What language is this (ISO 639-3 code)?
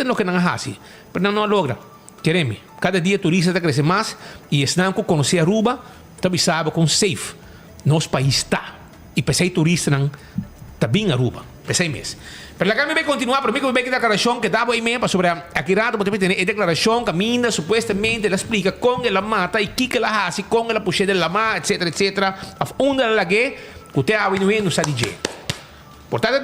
pap